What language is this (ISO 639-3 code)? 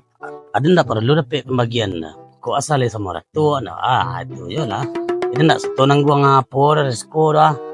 min